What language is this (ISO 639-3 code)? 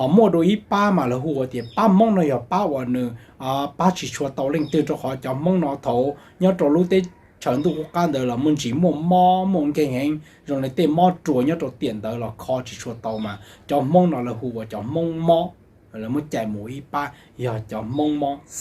hmn